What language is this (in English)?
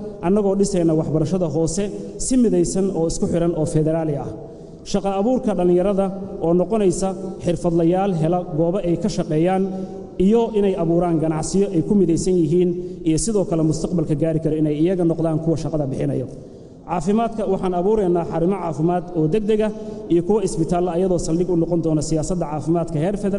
Somali